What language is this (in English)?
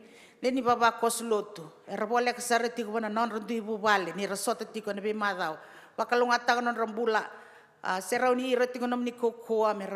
Fijian